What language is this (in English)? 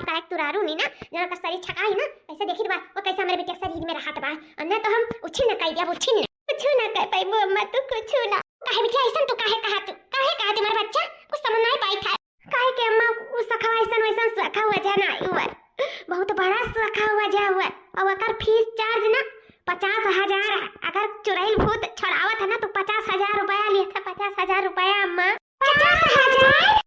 Awadhi